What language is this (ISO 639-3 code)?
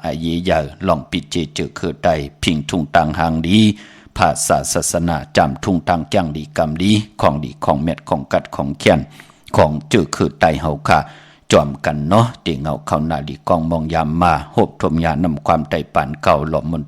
shn